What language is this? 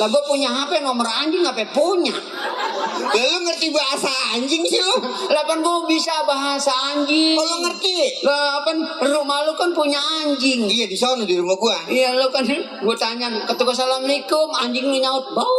Betawi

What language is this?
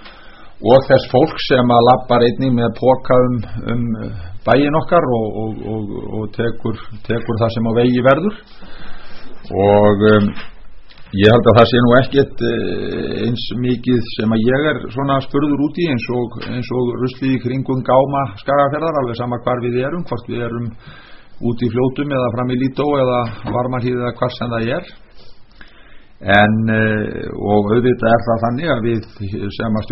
Icelandic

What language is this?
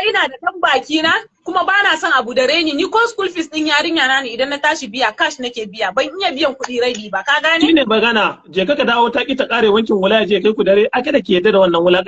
Hausa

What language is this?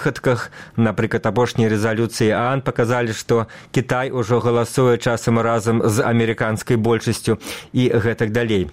Belarusian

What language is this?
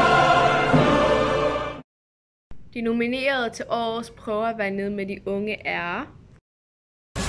Danish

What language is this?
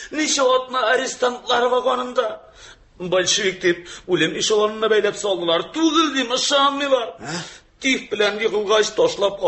Tatar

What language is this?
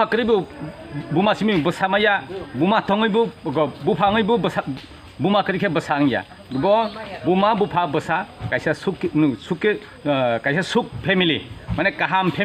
Kok Borok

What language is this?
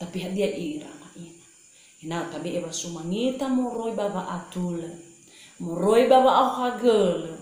Nias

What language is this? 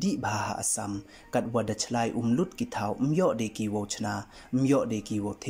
Pnar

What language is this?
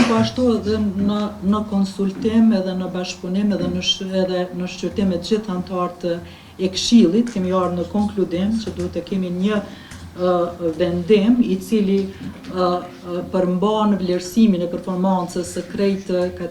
Albanian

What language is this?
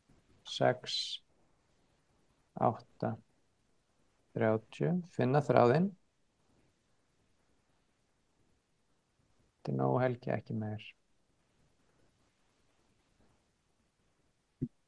Icelandic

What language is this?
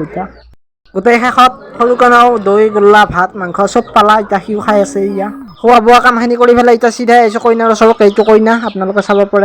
Assamese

